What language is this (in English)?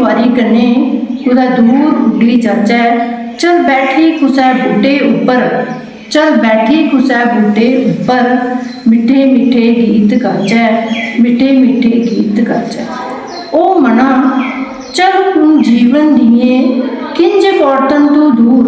Dogri